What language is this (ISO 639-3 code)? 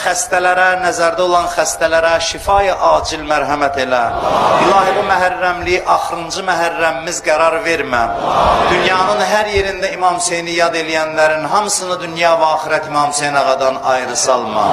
aze